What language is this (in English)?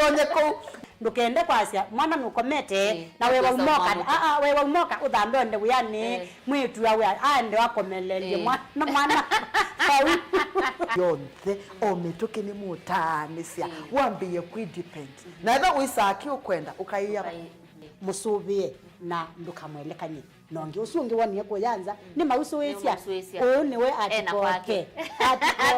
Kamba